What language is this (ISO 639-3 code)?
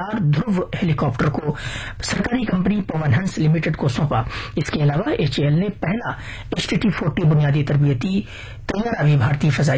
urd